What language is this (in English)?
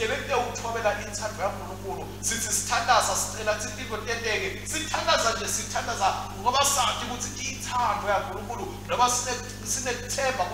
Swati